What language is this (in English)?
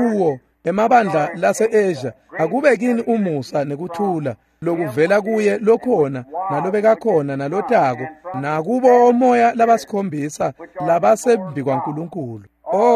Swati